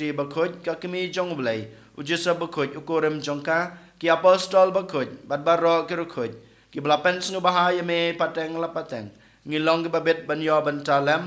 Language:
Khasi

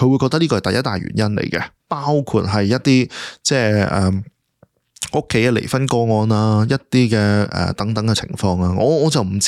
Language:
Cantonese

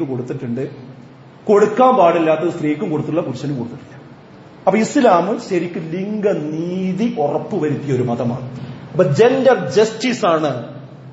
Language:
Malayalam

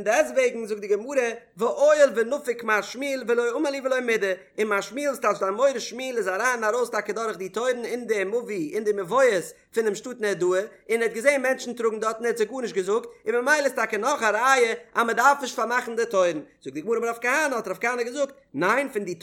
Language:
Yiddish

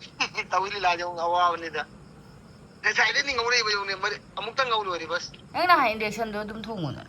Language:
Manipuri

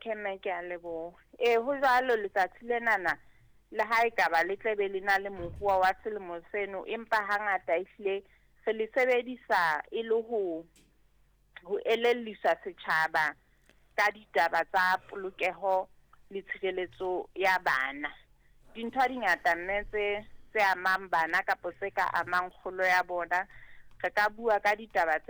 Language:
Southern Sotho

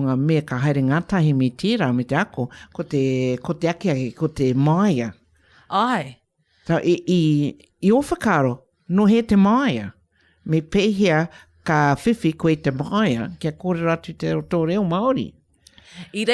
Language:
Māori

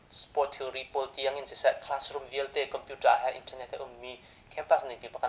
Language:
Hakha Chin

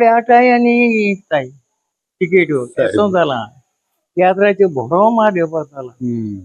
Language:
Konkani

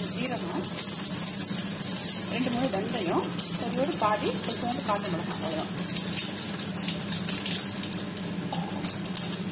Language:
Tamil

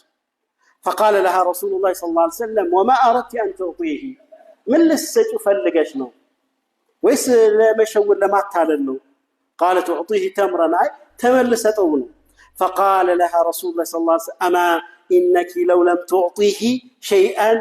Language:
Amharic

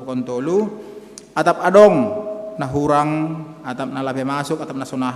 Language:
Batak Simalungun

